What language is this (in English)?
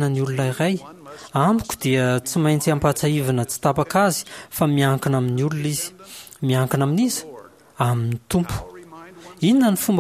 Malagasy